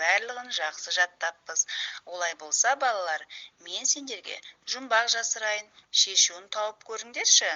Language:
Kazakh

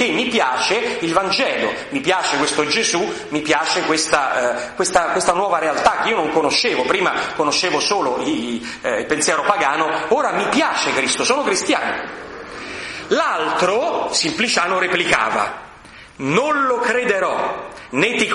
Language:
Italian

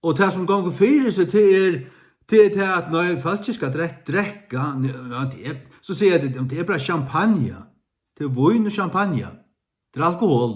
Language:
Faroese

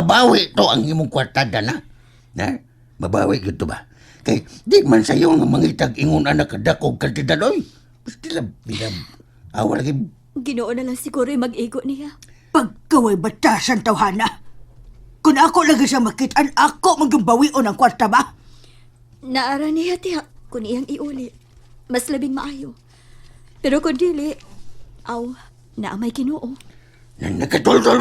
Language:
Cebuano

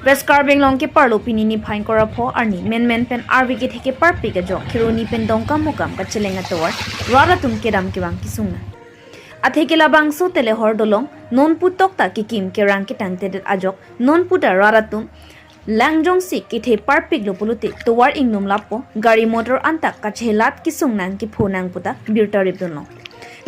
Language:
Karbi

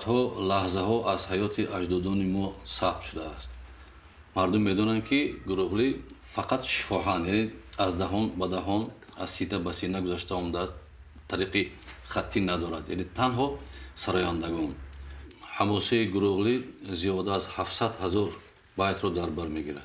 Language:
Tajik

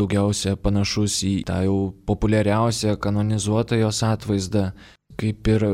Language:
Lithuanian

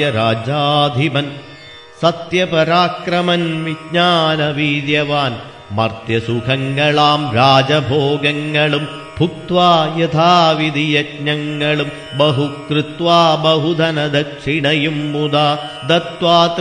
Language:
Malayalam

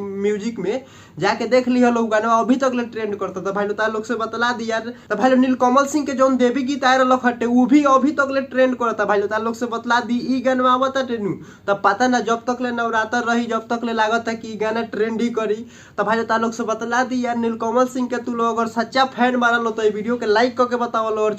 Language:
Bhojpuri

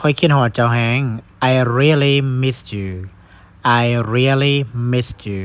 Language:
Lao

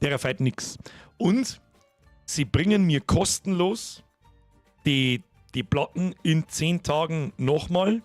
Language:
Bavarian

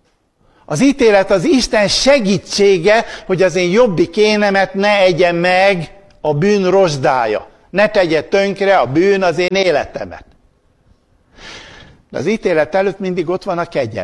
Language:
Hungarian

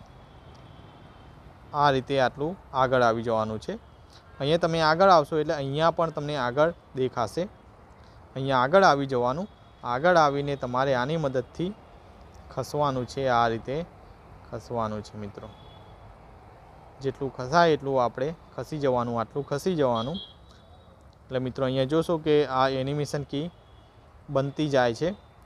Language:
Gujarati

